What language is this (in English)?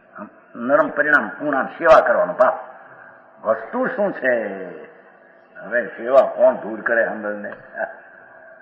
Gujarati